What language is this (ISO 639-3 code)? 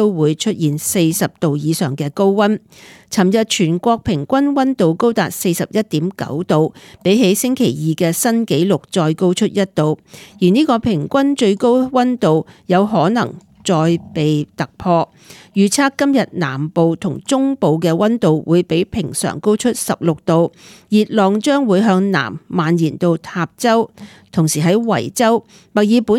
yue